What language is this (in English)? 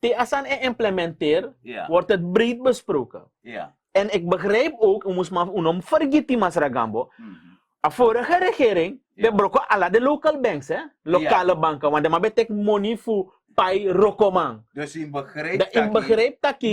Sranan Tongo